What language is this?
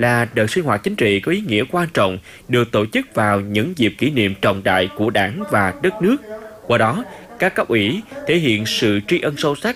Vietnamese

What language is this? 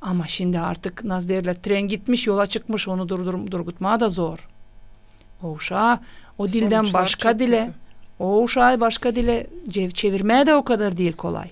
Gagauz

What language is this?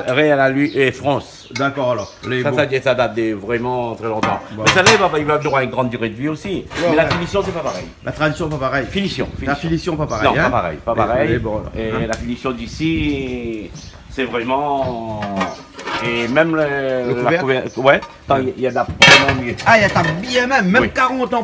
Réunion Creole French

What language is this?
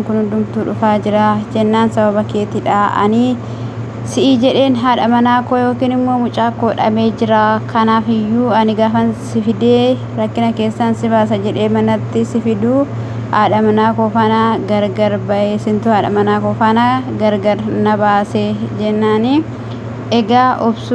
Oromo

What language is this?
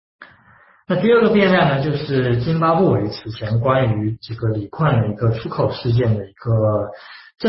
Chinese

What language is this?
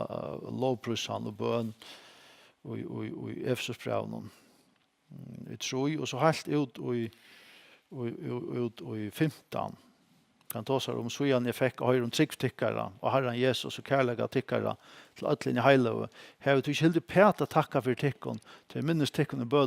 Faroese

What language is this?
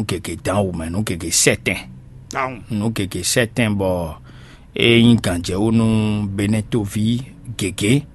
Fon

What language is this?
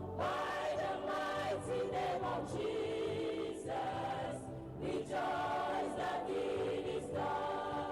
Ewe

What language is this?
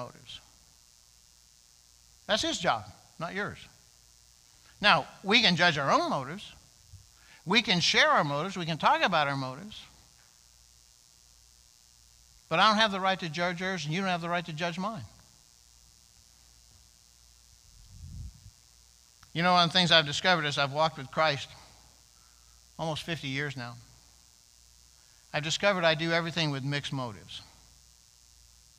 English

